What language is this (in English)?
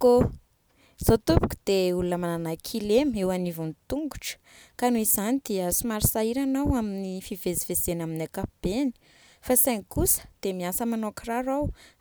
Malagasy